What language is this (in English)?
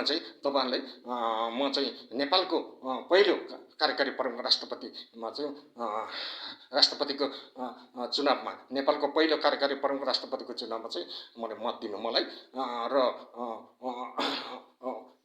Nepali